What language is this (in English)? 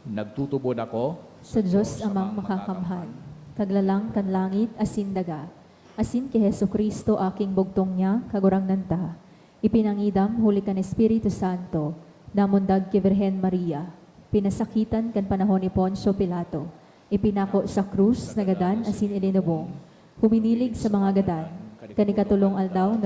Bikol